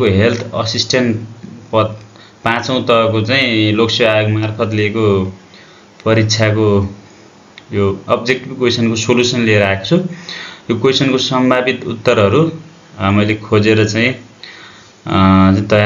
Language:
Nepali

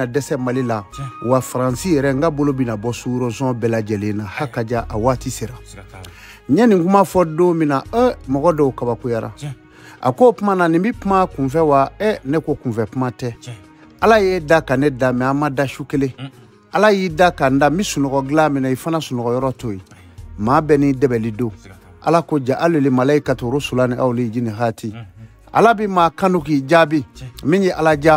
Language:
Bambara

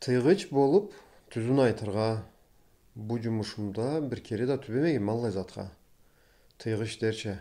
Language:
Karachay-Balkar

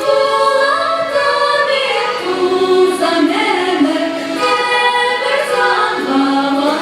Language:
Chuvash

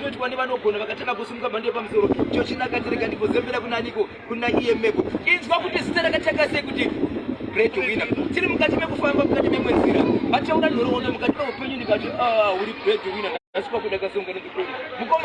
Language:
Shona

